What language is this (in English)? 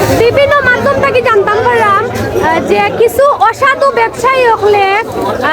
Sylheti